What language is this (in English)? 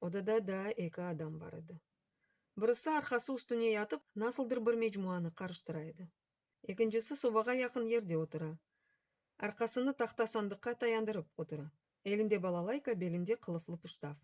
Crimean Tatar